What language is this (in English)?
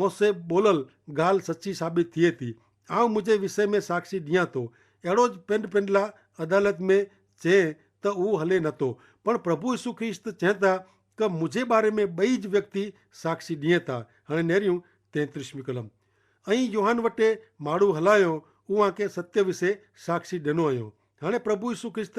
Kachhi